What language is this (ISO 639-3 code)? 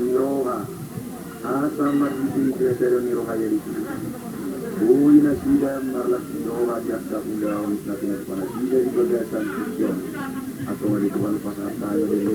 bbc